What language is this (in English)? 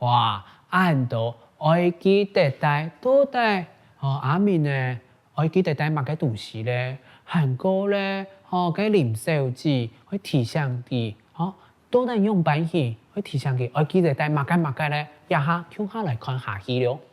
Hakka Chinese